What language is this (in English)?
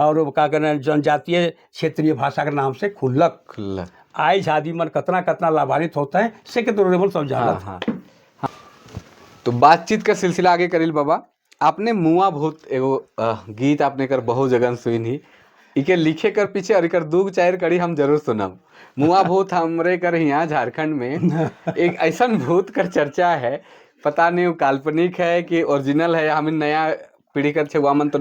Sadri